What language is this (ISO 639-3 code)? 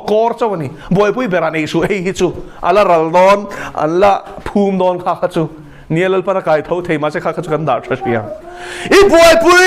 lus